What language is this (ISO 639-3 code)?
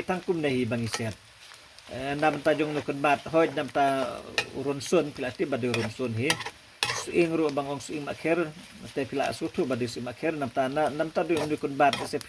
kha